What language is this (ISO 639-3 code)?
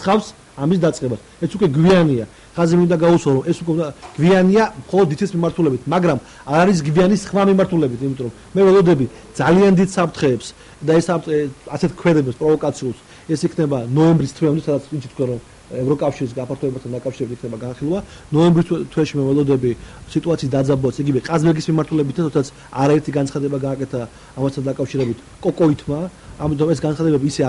kat